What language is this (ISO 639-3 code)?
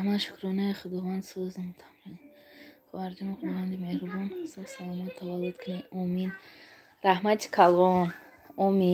tgk